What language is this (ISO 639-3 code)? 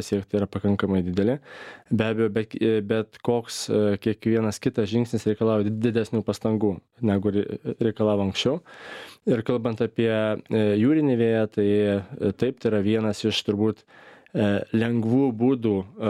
lit